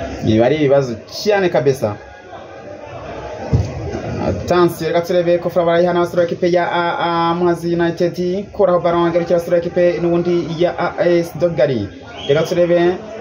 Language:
Kinyarwanda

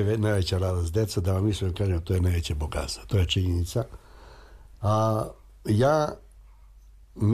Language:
Serbian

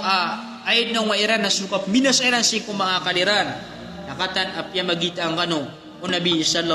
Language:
Maranao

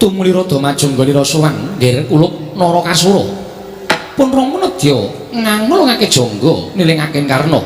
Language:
Javanese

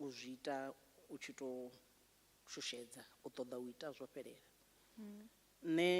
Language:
Venda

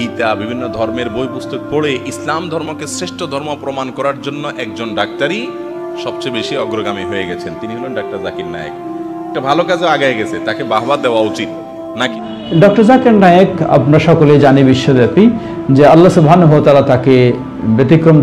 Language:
Bangla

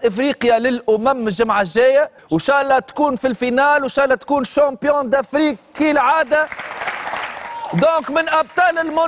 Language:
Tunisian Arabic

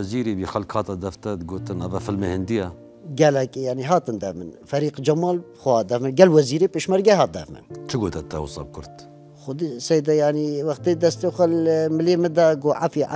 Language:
Kurdish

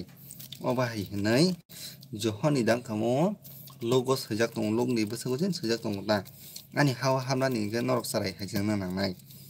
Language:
Kok Borok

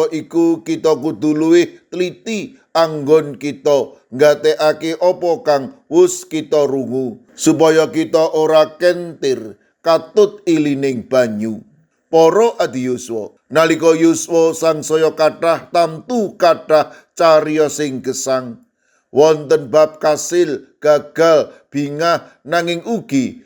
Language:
Javanese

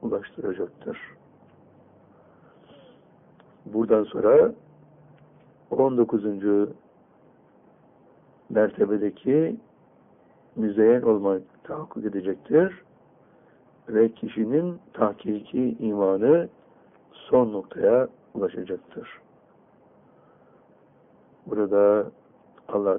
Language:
Turkish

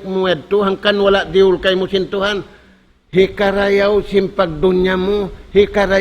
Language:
Tausug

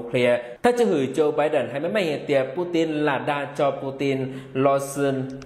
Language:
Vietnamese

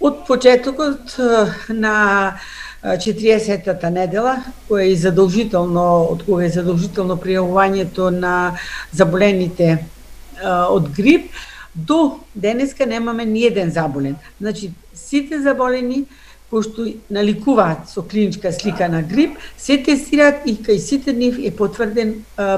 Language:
Macedonian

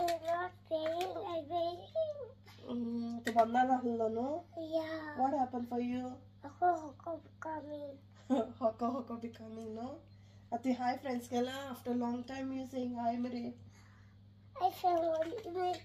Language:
Konkani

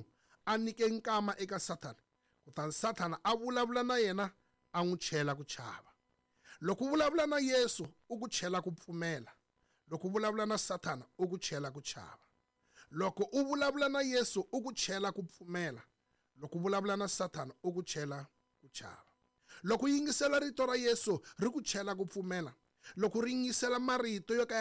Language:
Tsonga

